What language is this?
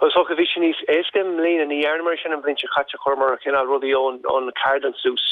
Irish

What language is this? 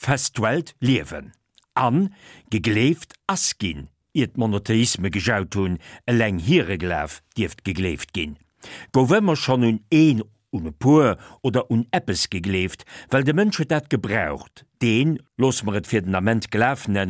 Luxembourgish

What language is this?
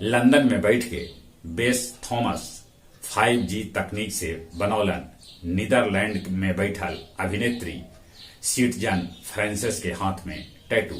Magahi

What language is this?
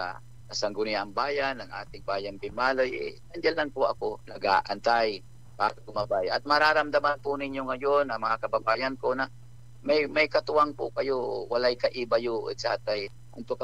Pangasinan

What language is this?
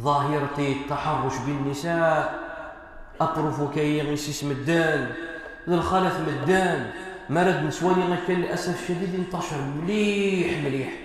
Kabyle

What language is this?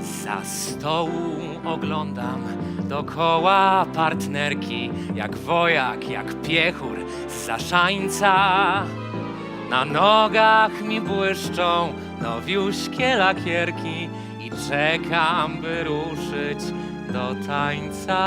Silesian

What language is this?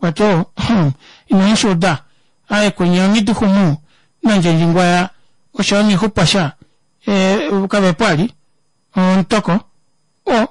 Kuanyama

